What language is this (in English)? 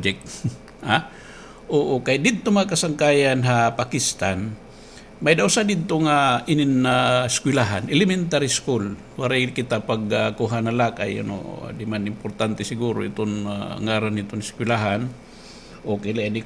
Waray